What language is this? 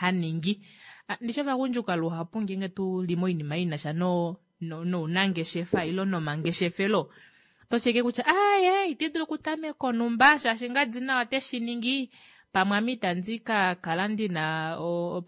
Kuanyama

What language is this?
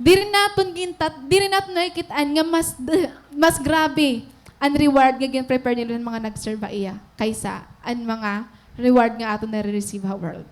Waray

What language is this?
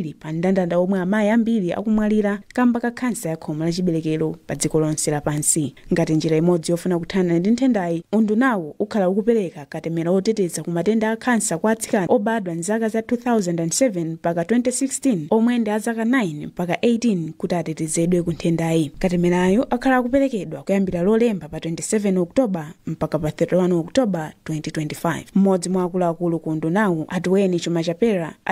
Nyanja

